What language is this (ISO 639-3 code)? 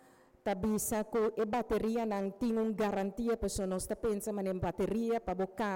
pap